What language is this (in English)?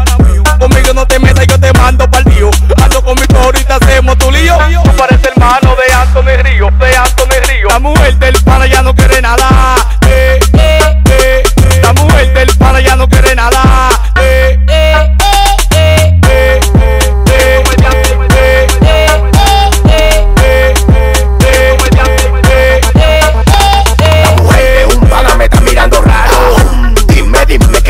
Spanish